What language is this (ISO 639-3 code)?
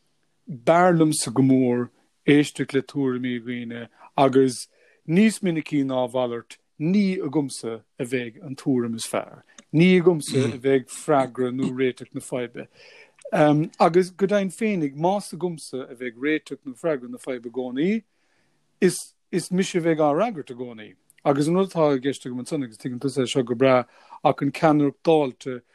gle